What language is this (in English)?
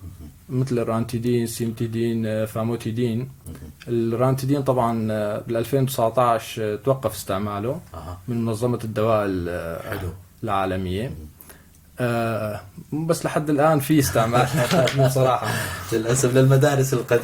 North Levantine Arabic